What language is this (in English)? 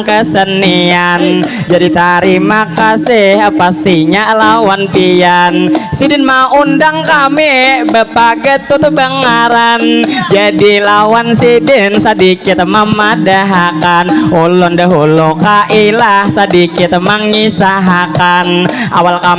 Banjar